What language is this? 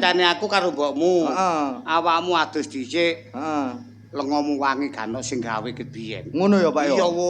Javanese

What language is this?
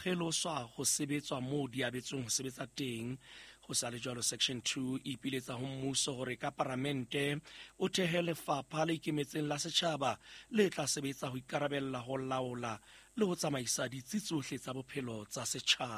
Southern Sotho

